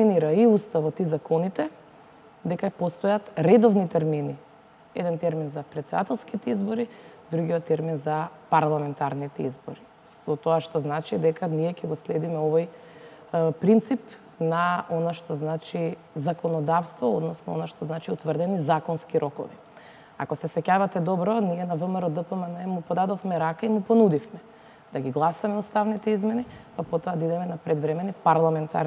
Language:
Macedonian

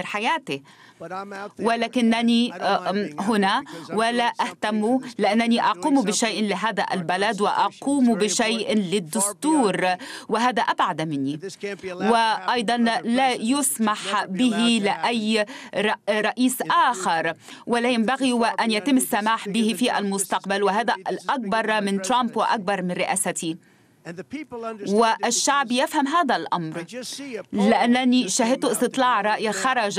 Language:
Arabic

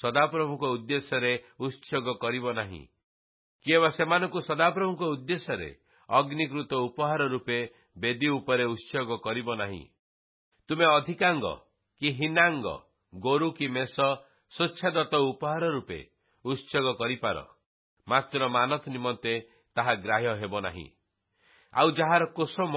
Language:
Odia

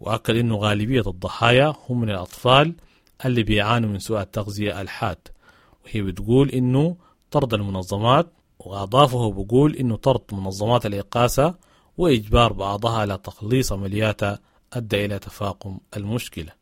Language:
Sudanese Arabic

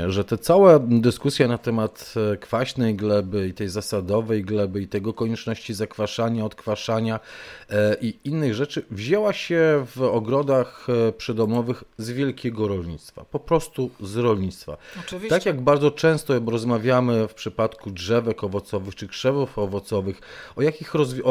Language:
Polish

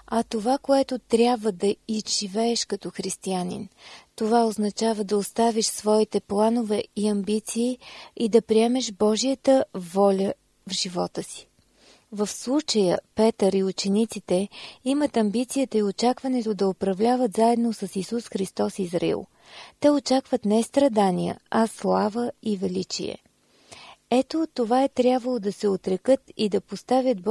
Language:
Bulgarian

